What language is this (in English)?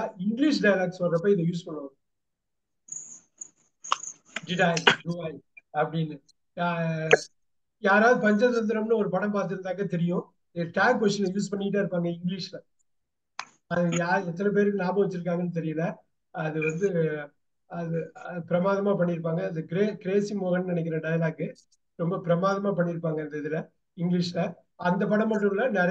Tamil